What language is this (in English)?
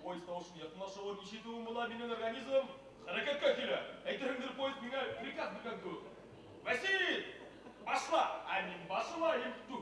Bashkir